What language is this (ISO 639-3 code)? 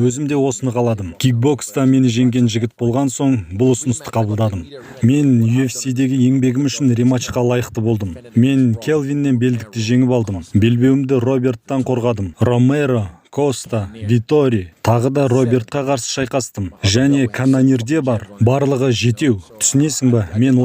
kaz